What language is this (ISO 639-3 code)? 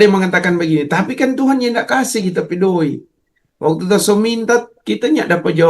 xmm